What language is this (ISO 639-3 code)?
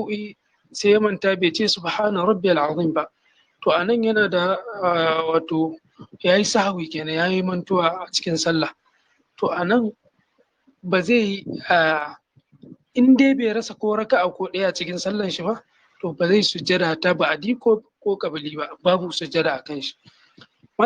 hau